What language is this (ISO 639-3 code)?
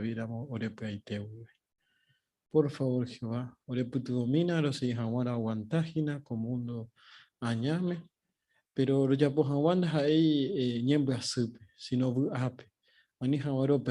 grn